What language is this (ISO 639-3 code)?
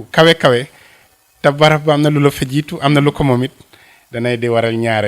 wol